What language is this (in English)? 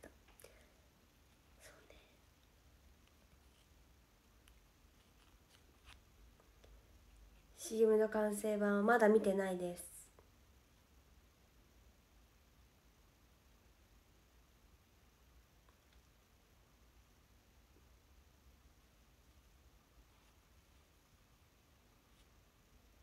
Japanese